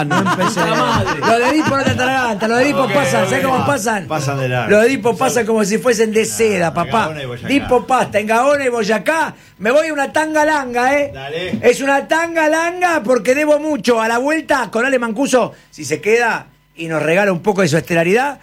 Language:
Spanish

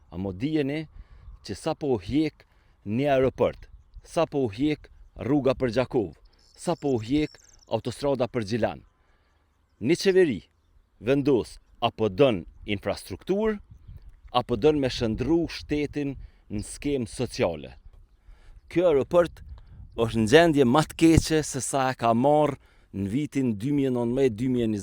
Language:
Albanian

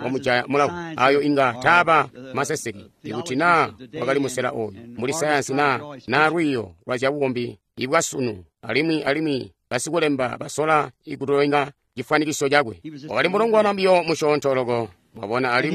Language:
Tonga (Zambia)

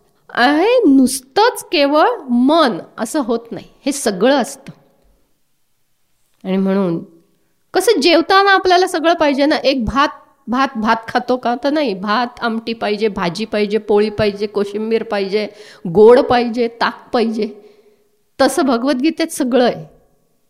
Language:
Marathi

